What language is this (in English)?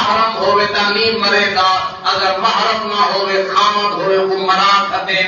Saraiki